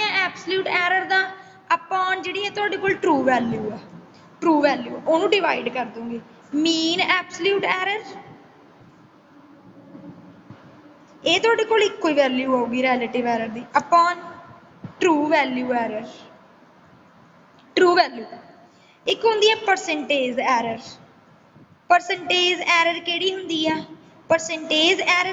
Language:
Punjabi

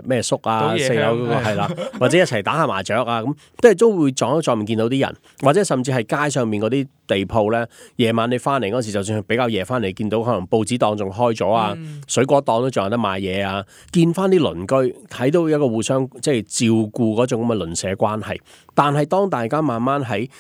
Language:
Cantonese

